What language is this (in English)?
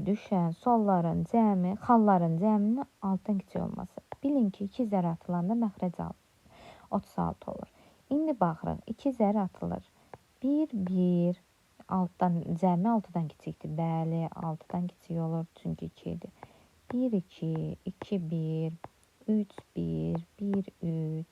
Azerbaijani